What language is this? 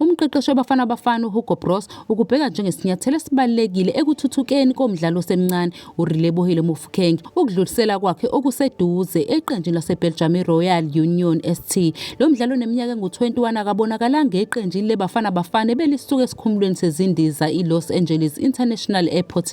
Zulu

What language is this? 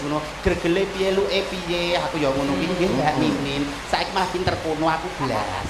Javanese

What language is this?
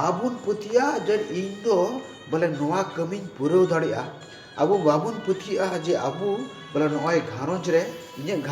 Santali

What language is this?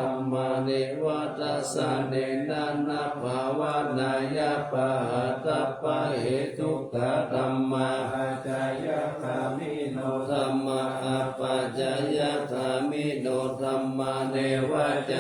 Pali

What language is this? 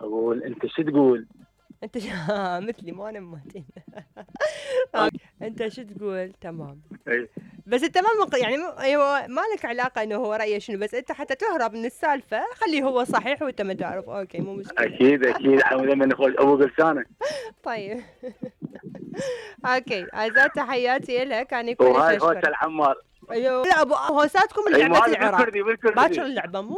Mesopotamian Arabic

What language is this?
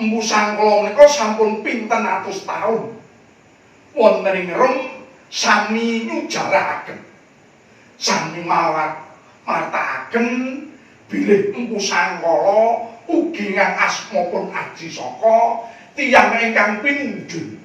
Javanese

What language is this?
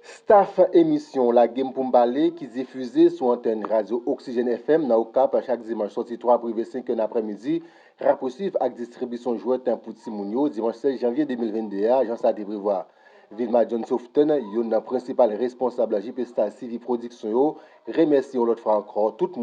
Haitian Creole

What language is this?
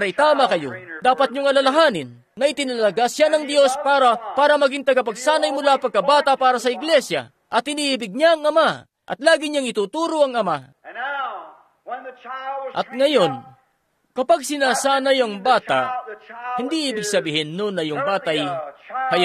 Filipino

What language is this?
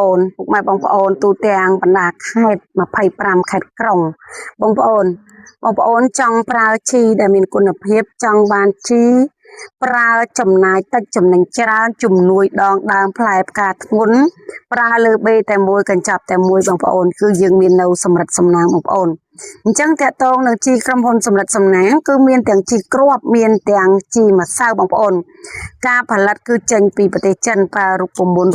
Khmer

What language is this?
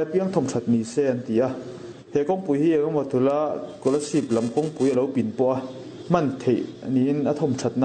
Mizo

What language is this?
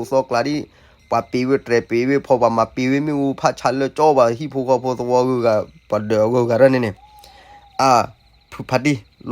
S'gaw Karen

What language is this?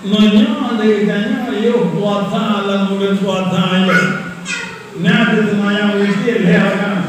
Achinese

